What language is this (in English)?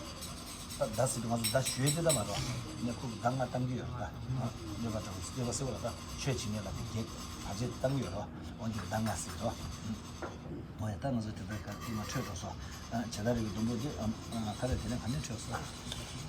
Tibetan